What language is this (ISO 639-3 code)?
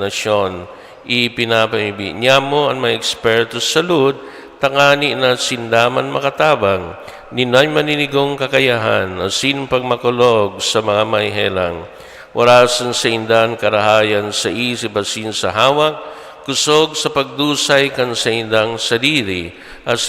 bik